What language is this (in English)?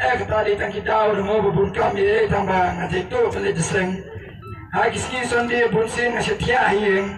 Khasi